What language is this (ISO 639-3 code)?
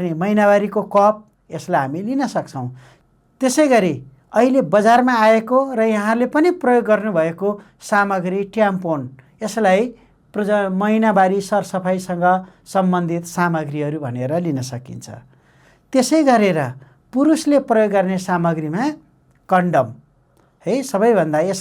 nep